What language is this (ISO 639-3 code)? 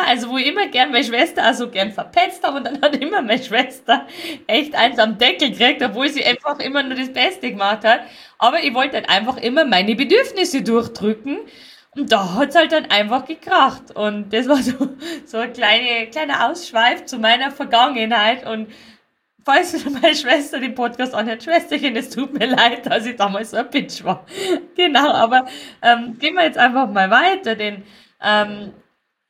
deu